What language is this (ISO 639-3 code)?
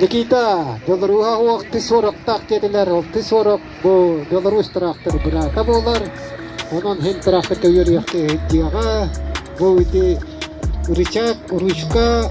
sah